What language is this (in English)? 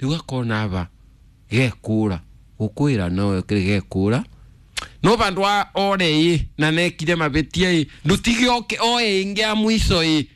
Kikuyu